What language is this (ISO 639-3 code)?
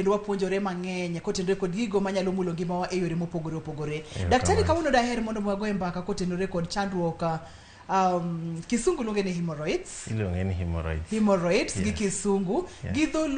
luo